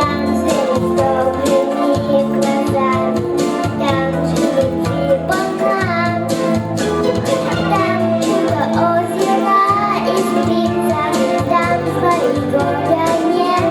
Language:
Yakut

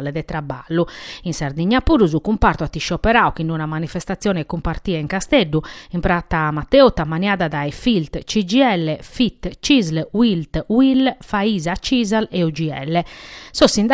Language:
Sardinian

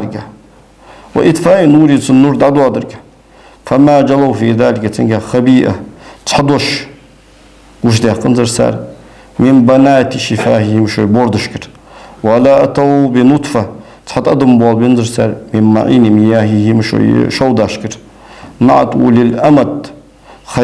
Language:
Ingush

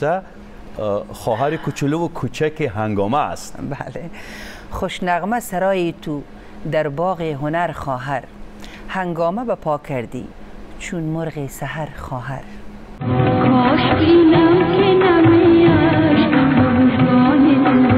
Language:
Tajik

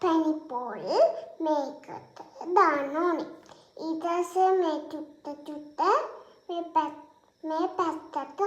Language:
Sinhala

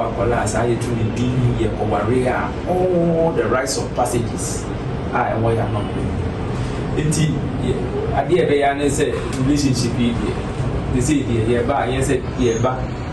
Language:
Akan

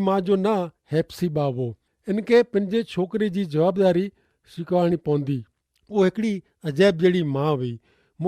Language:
Kachhi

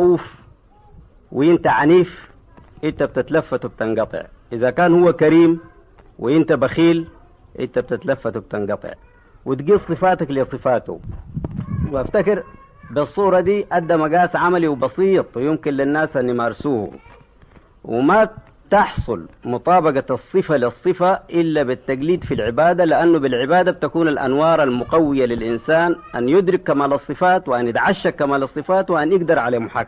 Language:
Egyptian Arabic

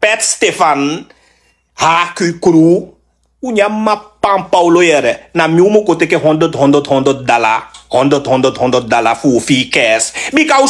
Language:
Sranan Tongo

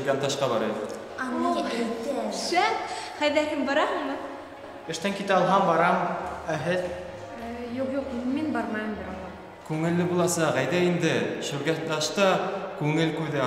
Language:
Bashkir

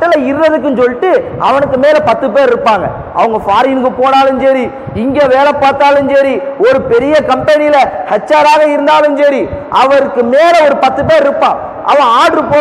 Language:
Tamil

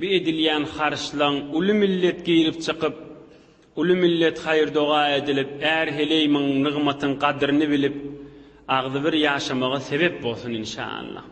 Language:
Turkmen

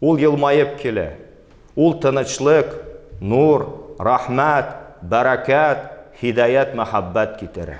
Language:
Tatar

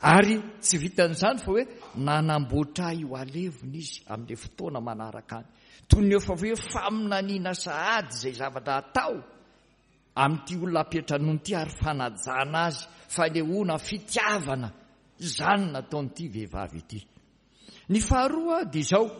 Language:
Malagasy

